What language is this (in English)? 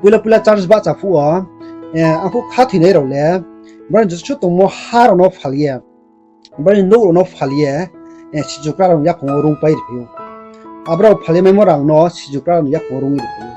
Riang (India)